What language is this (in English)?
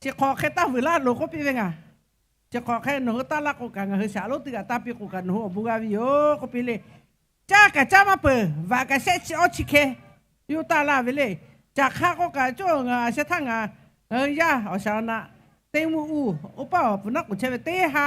Lahu